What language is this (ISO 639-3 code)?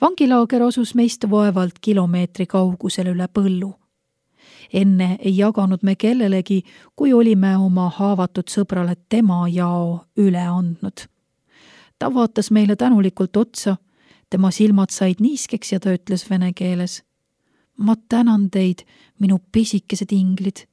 est